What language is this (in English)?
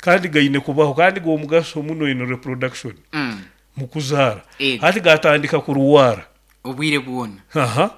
Nyoro